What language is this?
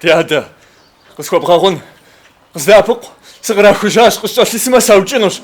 Kabardian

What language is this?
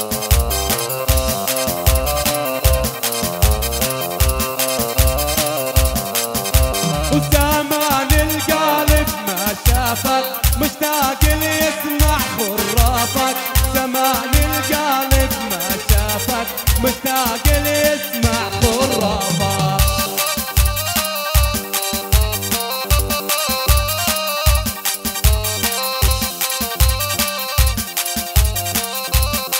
South Levantine Arabic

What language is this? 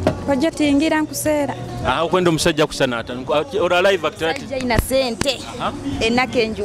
Nyoro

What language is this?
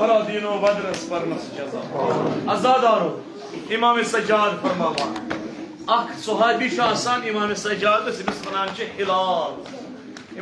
Kashmiri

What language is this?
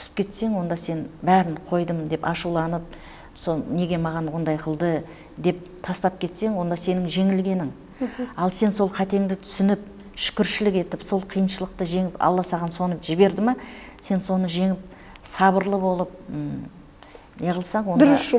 Kara-Kalpak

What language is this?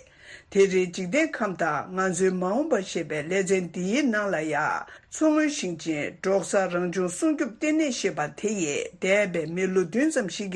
Tibetan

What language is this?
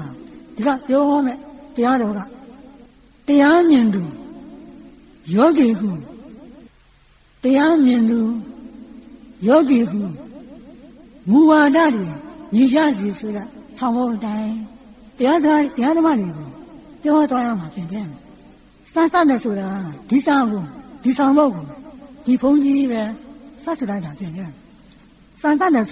Burmese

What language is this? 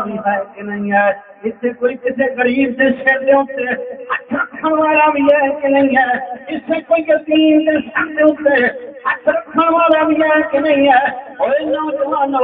Saraiki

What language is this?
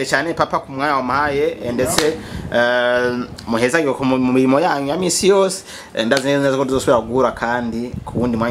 Rundi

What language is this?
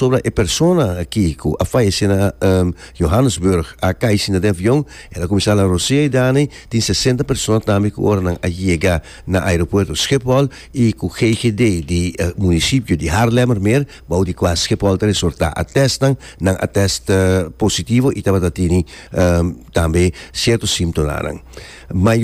Papiamento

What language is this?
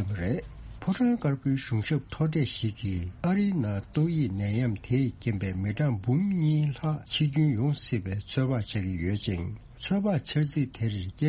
Tibetan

